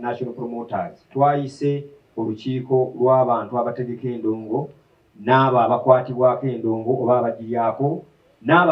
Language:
Ganda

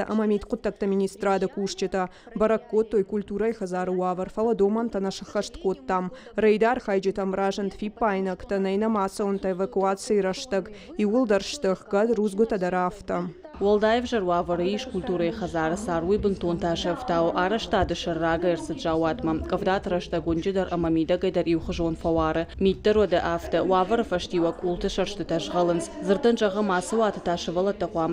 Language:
Ossetic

